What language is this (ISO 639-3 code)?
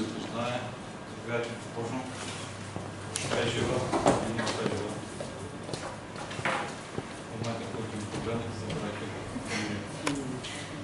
bul